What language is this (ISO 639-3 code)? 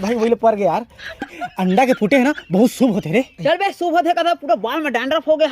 hne